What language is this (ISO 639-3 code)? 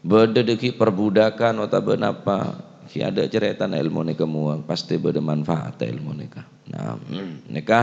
mad